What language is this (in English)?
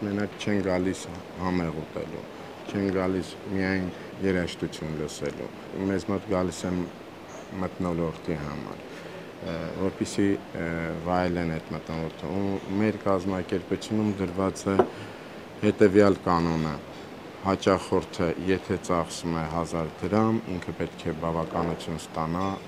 Armenian